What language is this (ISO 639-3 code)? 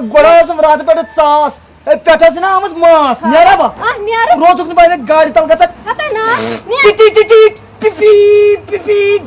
kas